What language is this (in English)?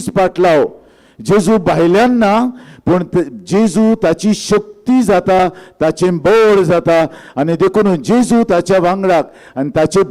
Konkani